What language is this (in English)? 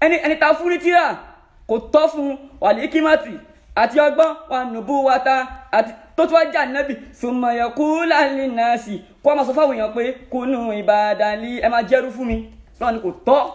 Yoruba